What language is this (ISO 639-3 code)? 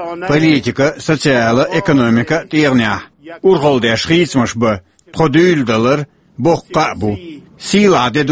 che